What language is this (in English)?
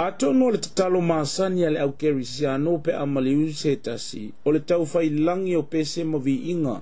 Samoan